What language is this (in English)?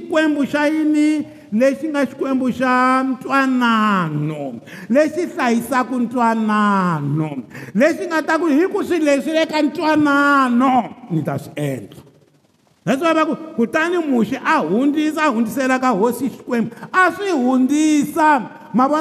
Tsonga